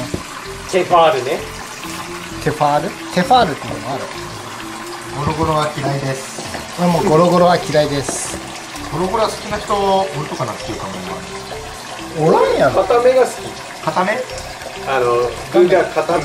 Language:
Japanese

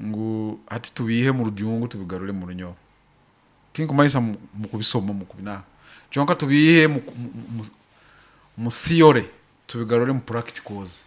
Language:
Nyoro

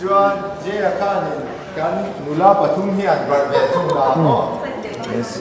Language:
Mizo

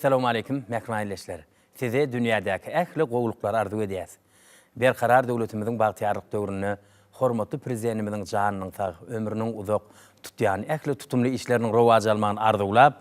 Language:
Turkmen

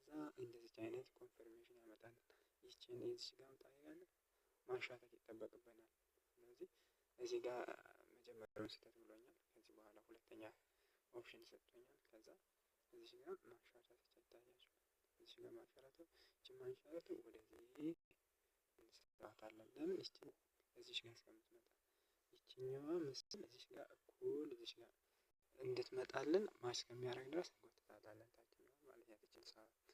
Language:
Amharic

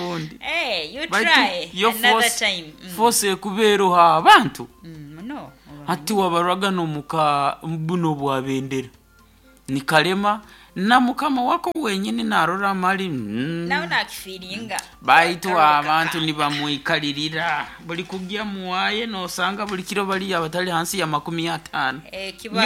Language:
Nyoro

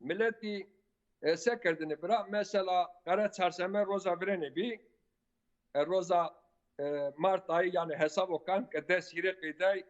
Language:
Zaza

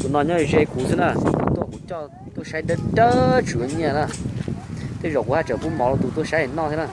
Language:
Hmong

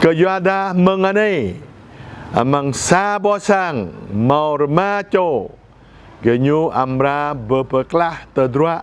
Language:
Jarai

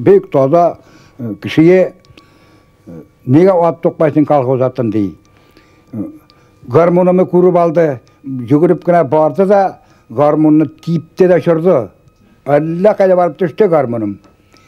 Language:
Bashkir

